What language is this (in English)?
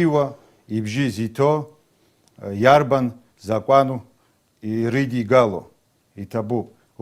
Abkhazian